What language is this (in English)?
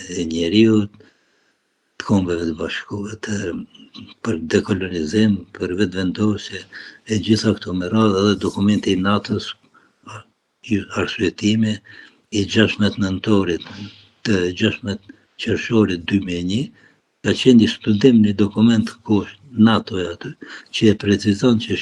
Albanian